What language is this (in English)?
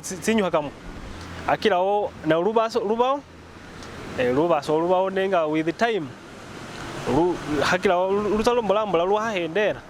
Masaaba